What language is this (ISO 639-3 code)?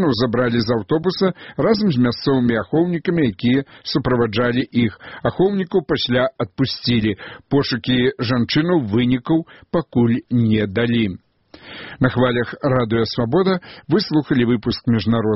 bel